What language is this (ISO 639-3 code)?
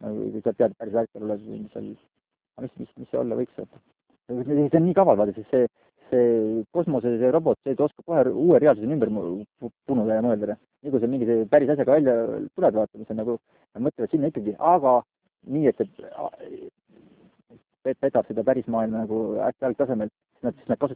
est